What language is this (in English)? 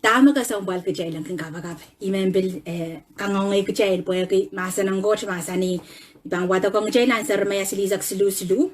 Pohnpeian